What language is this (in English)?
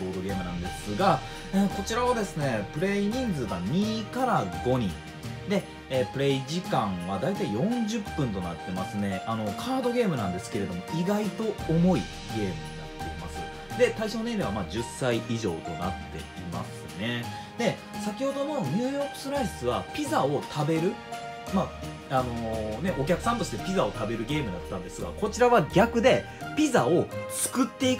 Japanese